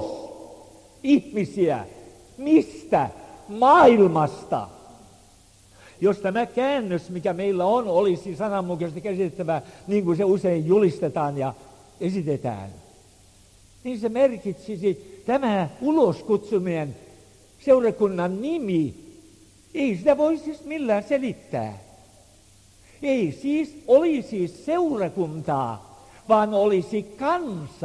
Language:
Finnish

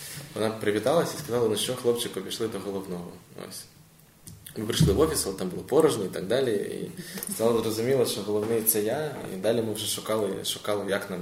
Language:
Ukrainian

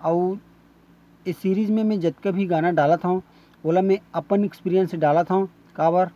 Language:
Chhattisgarhi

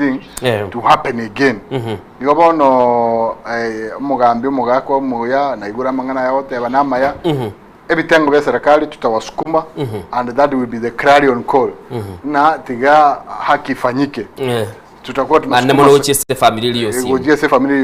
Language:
Gusii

